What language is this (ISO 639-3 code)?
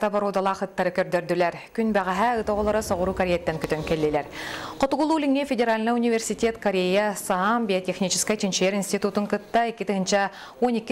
sah